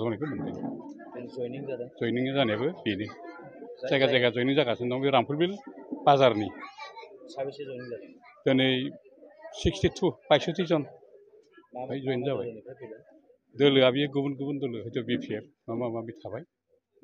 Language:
Bodo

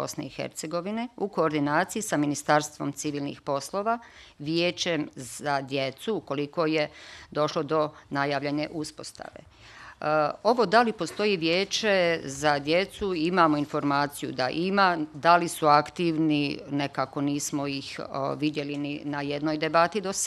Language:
Bosnian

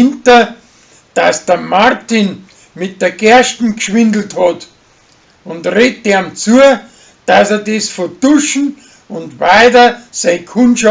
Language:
Bavarian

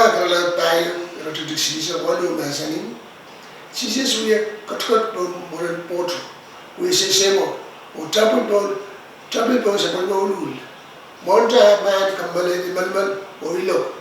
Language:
Pohnpeian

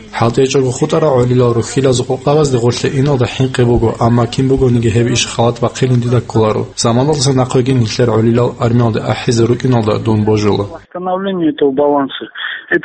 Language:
Avaric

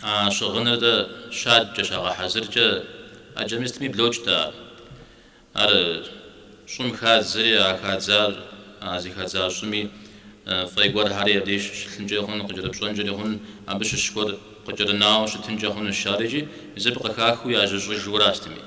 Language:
Kabardian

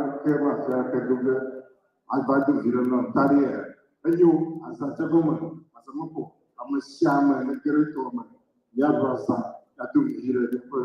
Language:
Ewe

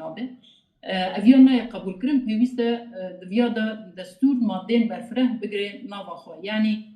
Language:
Kurdish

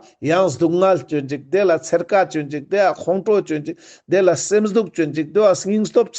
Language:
Ladakhi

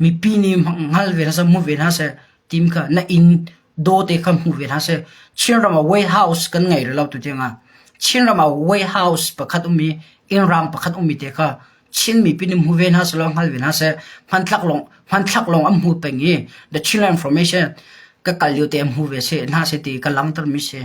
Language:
Hakha Chin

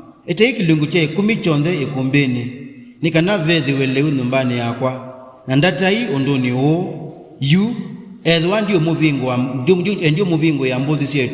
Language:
Kamba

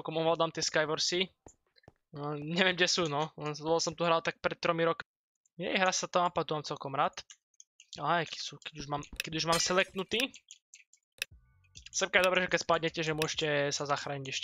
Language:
Slovak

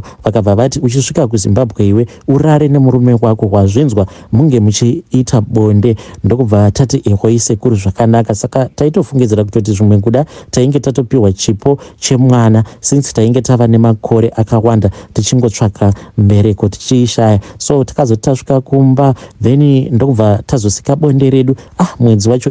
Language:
Shona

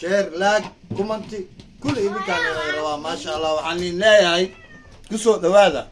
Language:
Somali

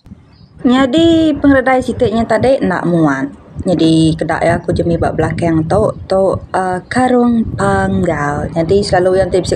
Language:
Iban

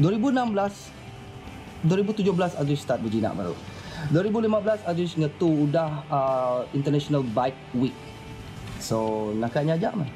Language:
Iban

